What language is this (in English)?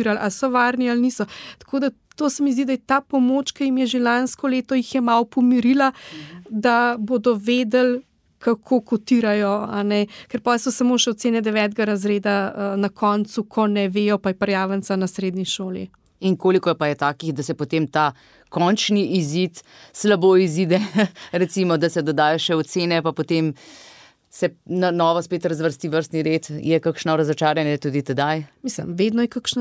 Slovenian